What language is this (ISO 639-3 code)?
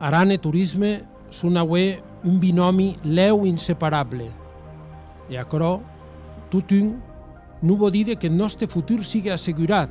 oci